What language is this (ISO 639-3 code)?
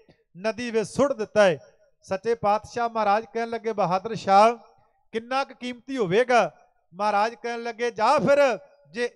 pan